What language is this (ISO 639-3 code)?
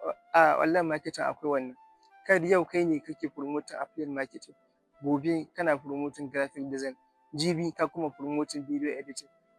hau